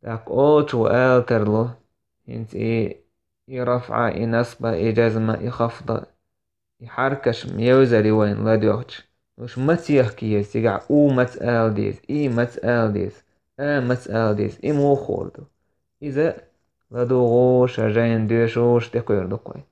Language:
Chechen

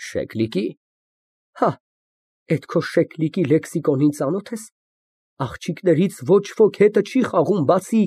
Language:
Armenian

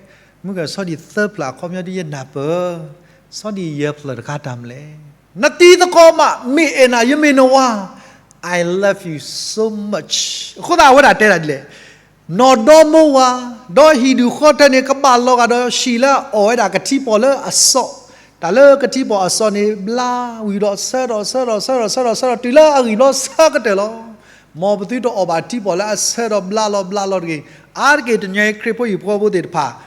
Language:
S'gaw Karen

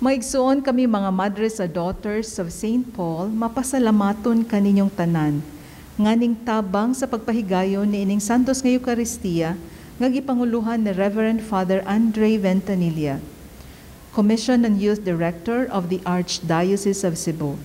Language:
Cebuano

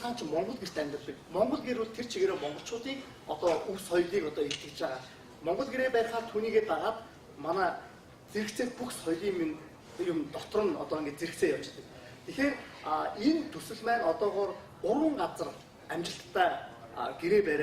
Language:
Mongolian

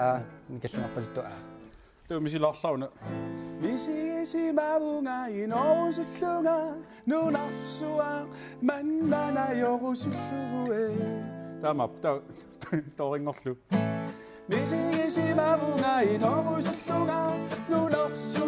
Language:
Kalaallisut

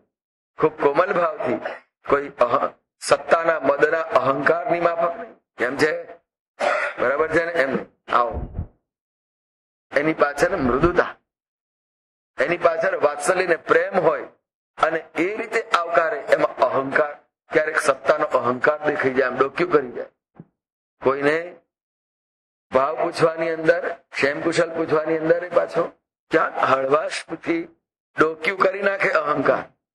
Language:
Gujarati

